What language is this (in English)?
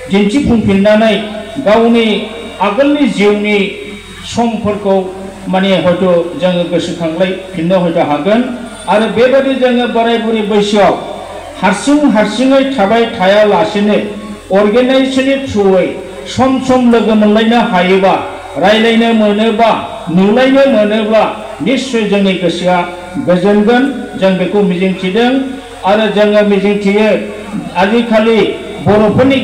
Bodo